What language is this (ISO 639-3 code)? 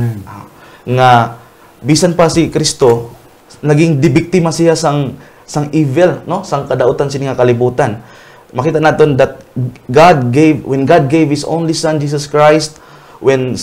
hil